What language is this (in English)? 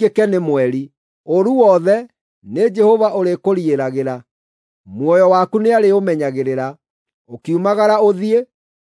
Kikuyu